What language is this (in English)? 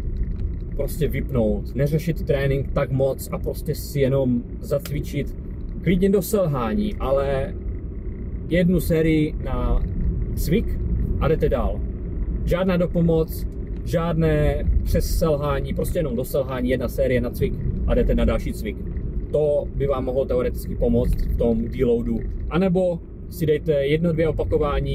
Czech